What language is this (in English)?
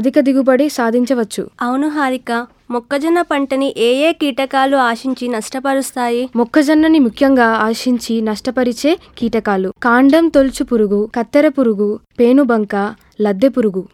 Telugu